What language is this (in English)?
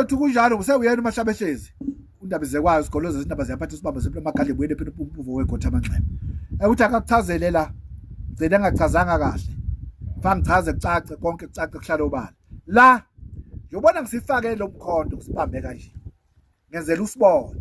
Zulu